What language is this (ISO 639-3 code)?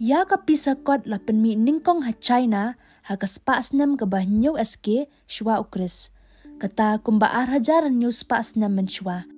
kha